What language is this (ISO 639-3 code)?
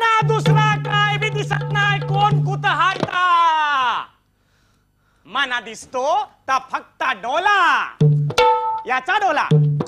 mar